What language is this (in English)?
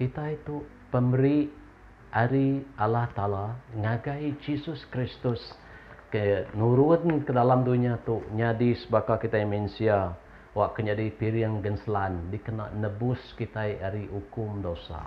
Iban